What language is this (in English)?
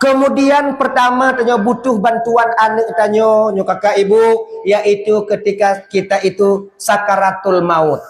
Achinese